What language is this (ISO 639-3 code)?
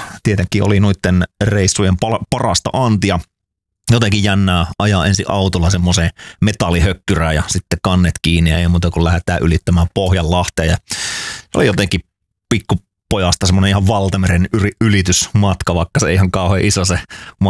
fin